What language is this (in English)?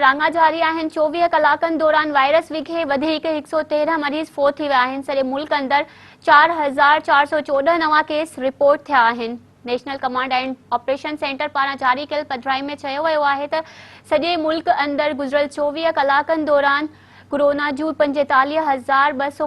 Sindhi